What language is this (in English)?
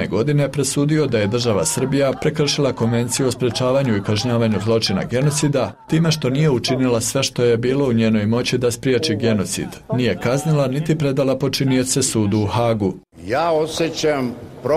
Bosnian